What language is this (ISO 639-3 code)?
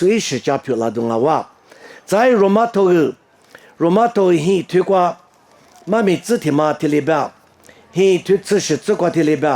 lis